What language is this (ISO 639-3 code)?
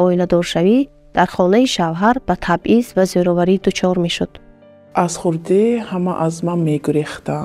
tgk